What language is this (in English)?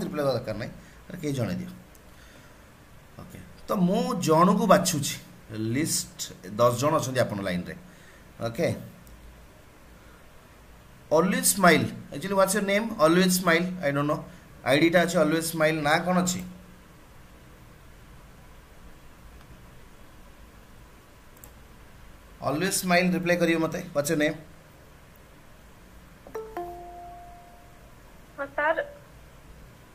Odia